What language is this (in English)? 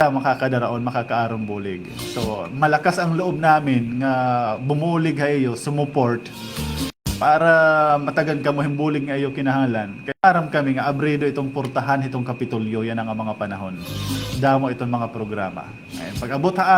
Waray